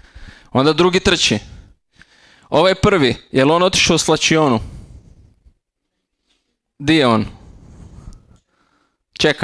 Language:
Croatian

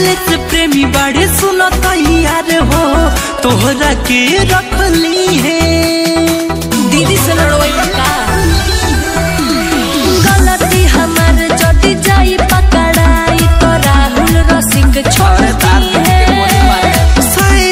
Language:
Bhojpuri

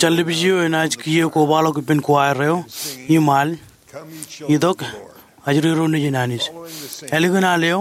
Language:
Marshallese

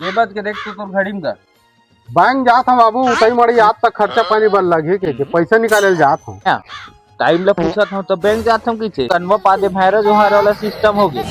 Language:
Chhattisgarhi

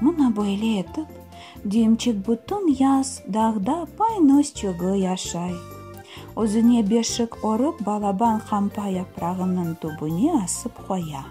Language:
Crimean Tatar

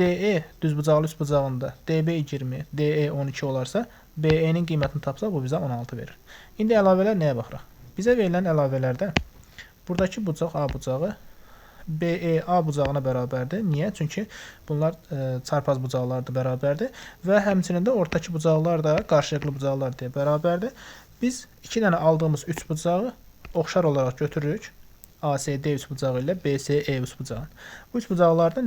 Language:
Azerbaijani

